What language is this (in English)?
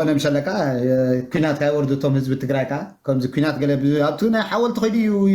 Tigrinya